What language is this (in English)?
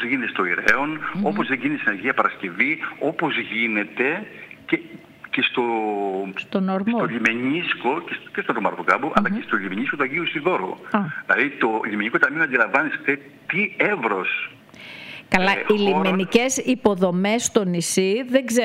Greek